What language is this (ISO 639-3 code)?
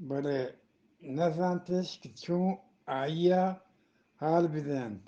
bgp